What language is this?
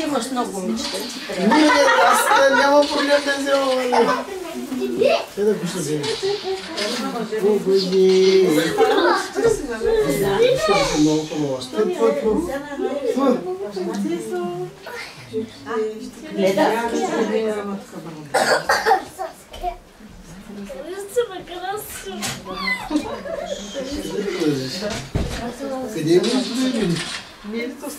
Bulgarian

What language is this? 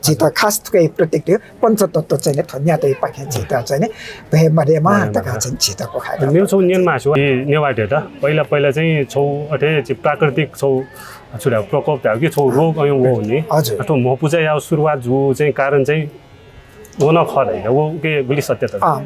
Newari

